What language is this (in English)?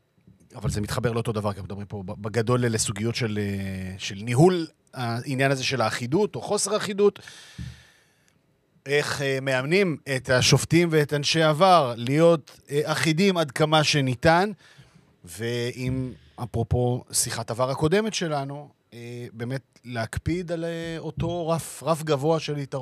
Hebrew